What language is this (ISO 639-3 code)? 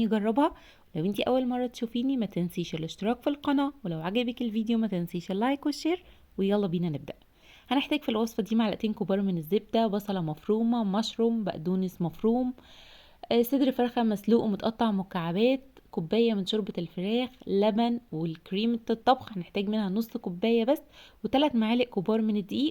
arz